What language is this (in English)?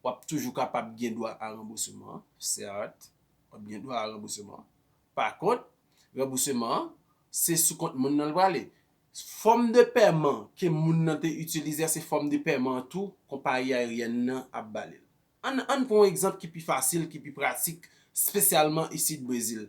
Haitian Creole